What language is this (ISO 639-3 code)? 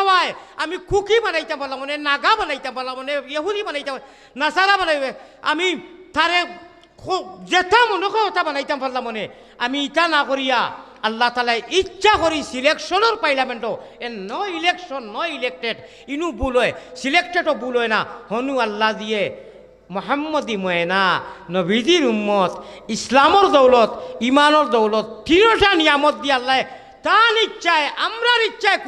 syl